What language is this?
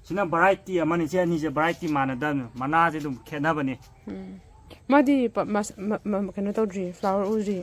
Manipuri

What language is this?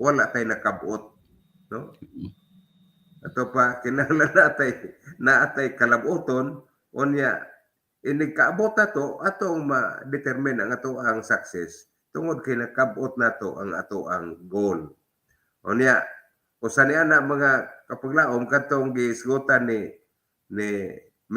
Cebuano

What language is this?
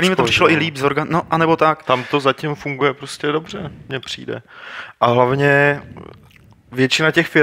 Czech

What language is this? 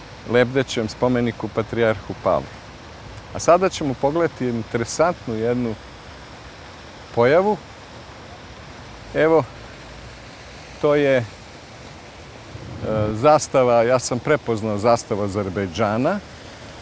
Serbian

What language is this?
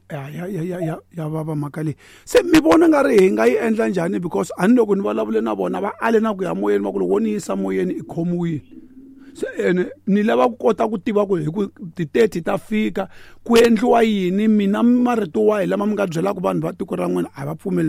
Tsonga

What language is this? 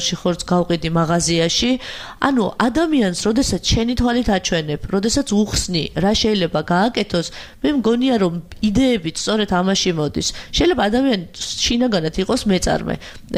Georgian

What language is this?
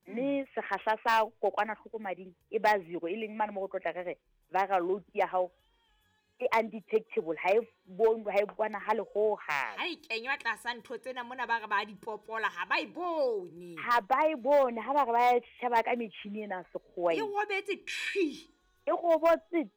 Southern Sotho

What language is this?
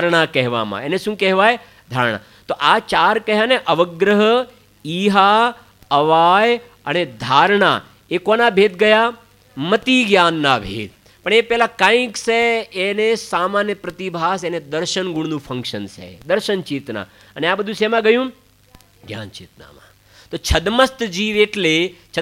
Gujarati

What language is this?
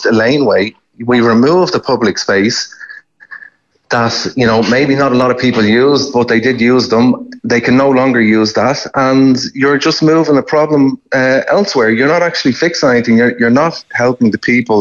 English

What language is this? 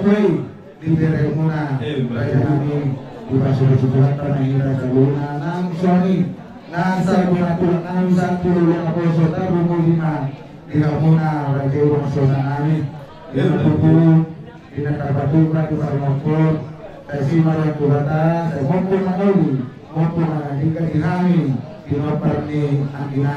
Batak Toba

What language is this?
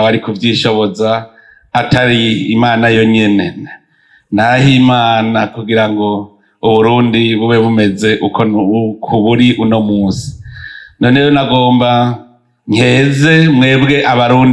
Rundi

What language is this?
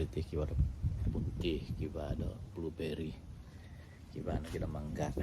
Central Dusun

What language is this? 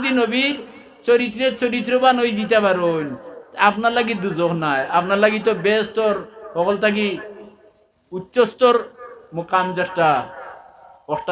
Sylheti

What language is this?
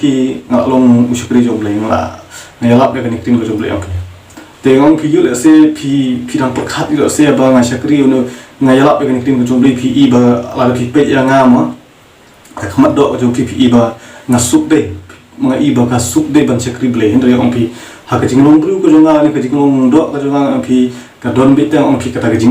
Khasi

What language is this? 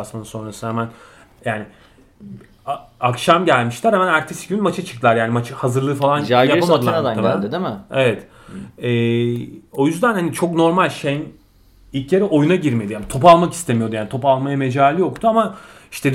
Turkish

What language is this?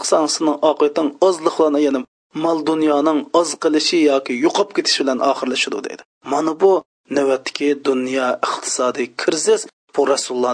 Uyghur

